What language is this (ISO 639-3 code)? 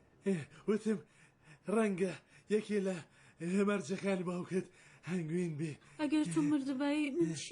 ckb